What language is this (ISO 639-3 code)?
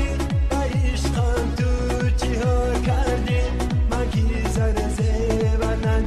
tgk